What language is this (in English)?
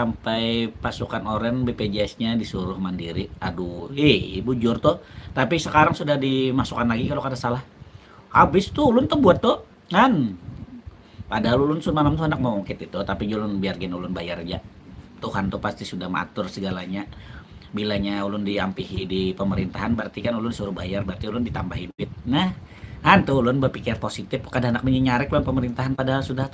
Banjar